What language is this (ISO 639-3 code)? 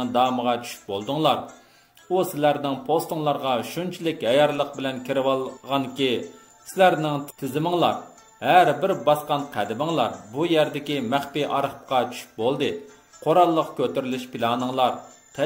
uig